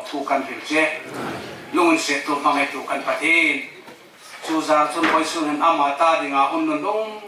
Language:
Hmar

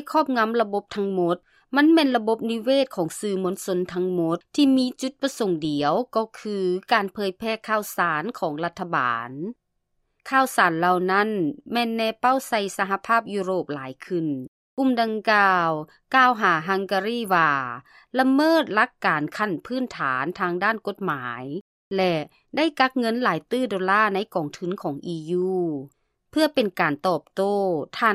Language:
Lao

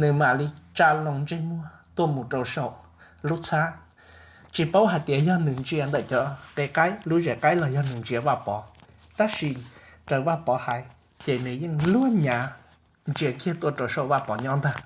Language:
Hmong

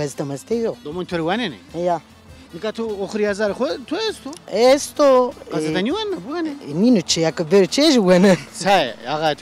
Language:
Zaza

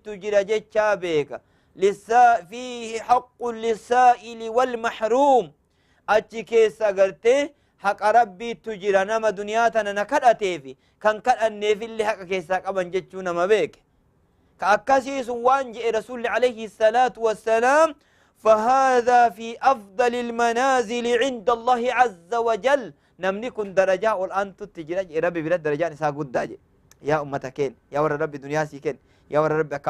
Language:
Oromo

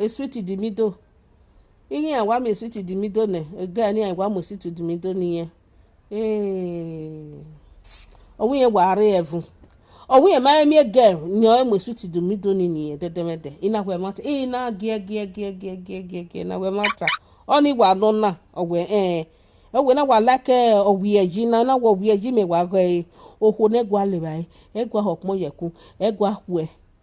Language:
Nigerian Pidgin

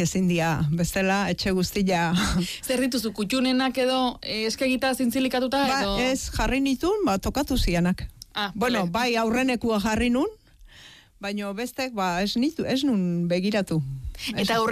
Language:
Basque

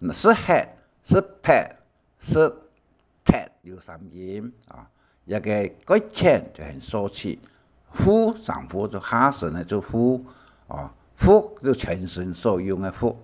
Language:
Hakka Chinese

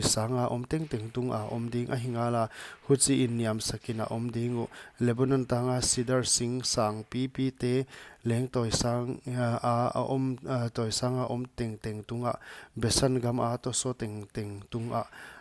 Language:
Paite Chin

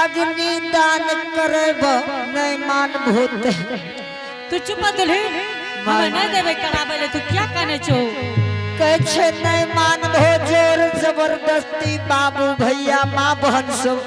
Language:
Angika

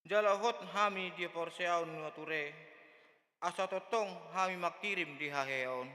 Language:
Batak Toba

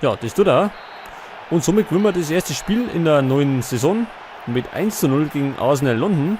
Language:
Bavarian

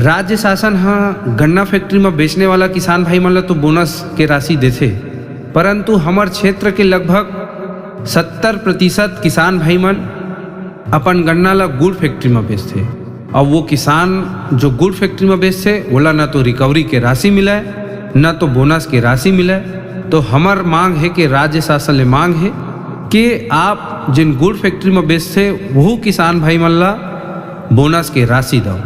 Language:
Chhattisgarhi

